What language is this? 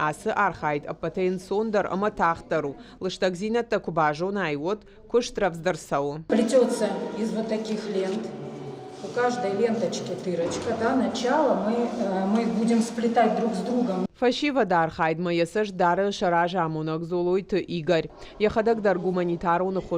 Ossetic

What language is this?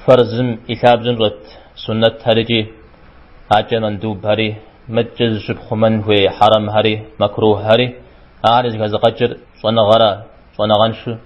Kabardian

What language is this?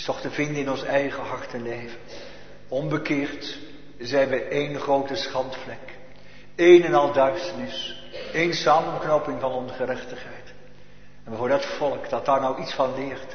Dutch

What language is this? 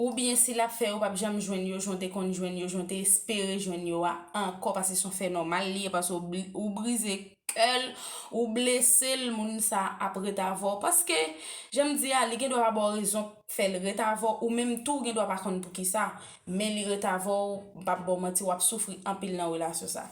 Haitian Creole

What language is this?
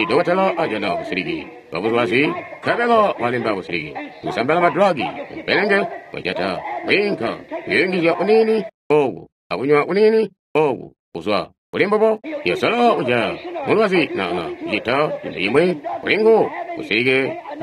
Tonga (Zambia)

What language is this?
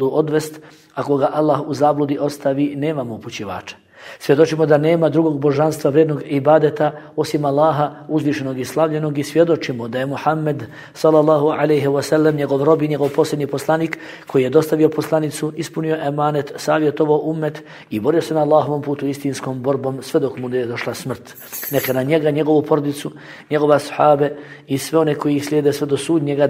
Bosnian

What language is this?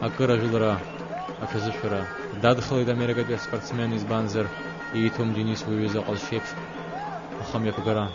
Abkhazian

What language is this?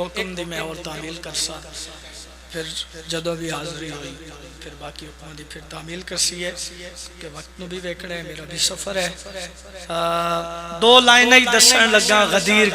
Pahari-Potwari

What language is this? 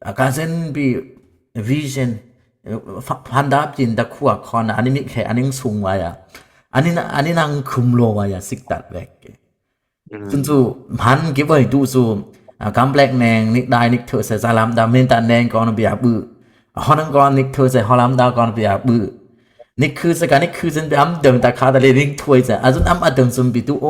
Dimasa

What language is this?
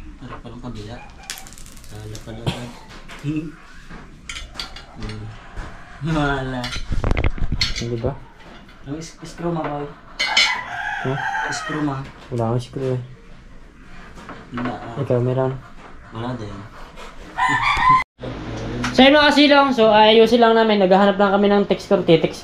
Filipino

